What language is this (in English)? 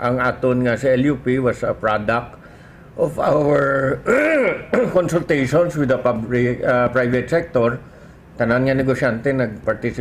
Hiligaynon